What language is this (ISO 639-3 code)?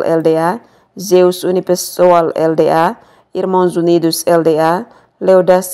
tet